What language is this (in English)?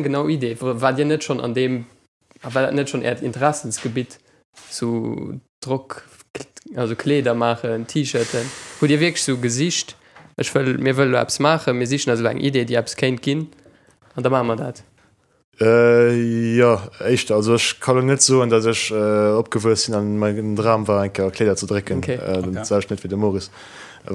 Luxembourgish